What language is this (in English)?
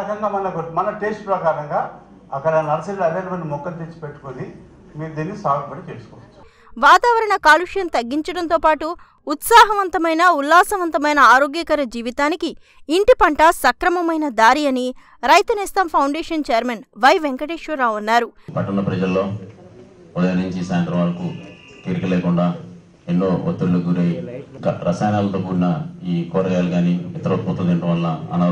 Telugu